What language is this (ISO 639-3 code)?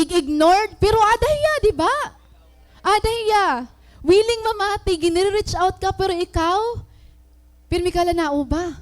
war